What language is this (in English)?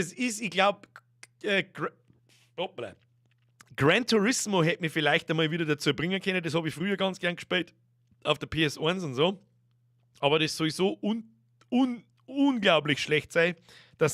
Bavarian